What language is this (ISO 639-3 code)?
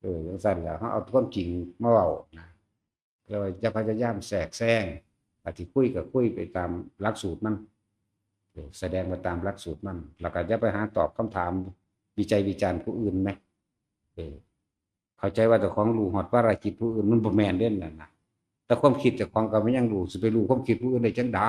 tts